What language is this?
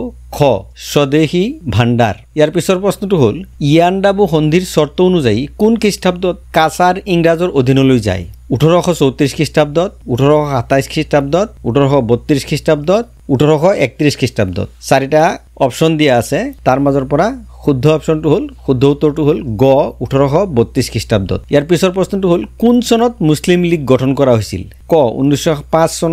Assamese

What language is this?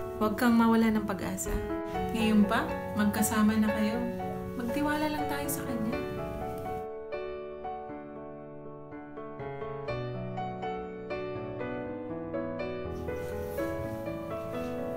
Filipino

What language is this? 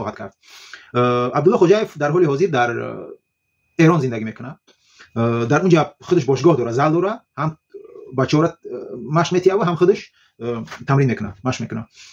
Tajik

